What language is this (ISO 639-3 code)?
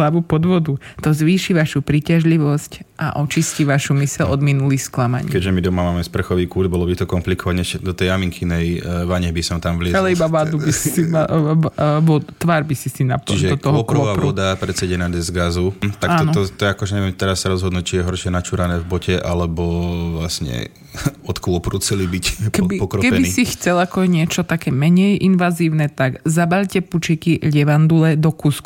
slk